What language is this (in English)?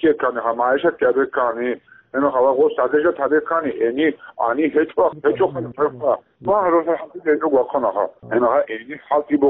Avaric